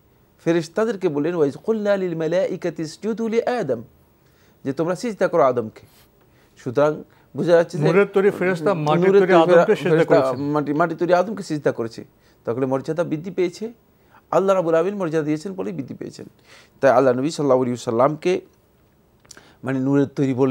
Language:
Bangla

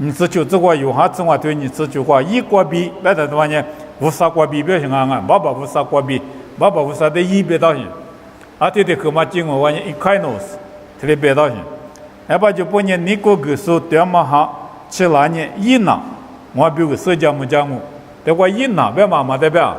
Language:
Lisu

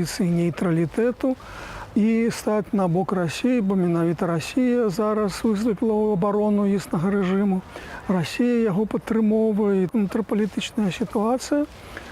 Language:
Belarusian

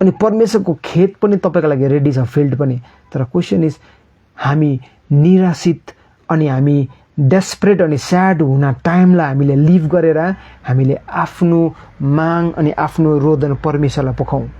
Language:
Nepali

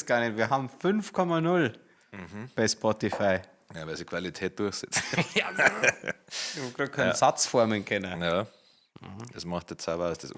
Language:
Bavarian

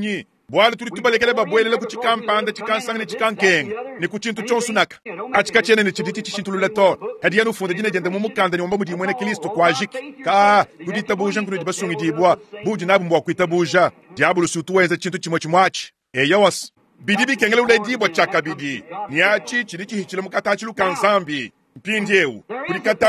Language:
Luba-Lulua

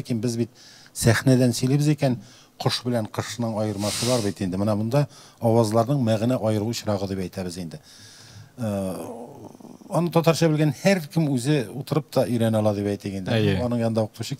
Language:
Tatar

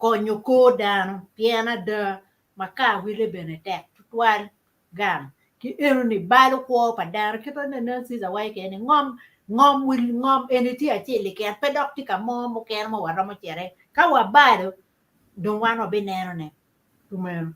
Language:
Acoli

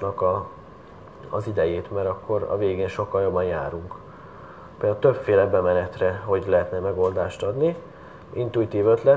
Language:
Hungarian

